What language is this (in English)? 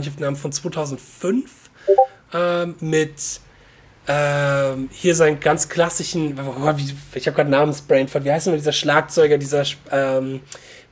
German